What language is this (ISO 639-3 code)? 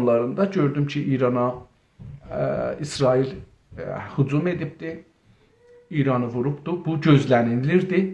azb